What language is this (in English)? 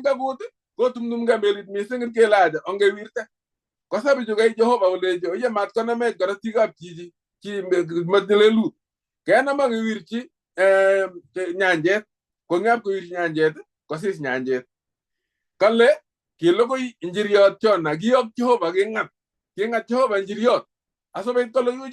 Kalenjin